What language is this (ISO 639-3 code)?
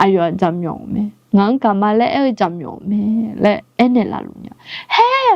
ahk